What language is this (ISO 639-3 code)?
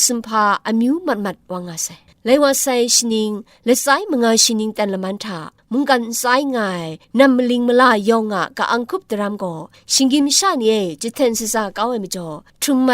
kac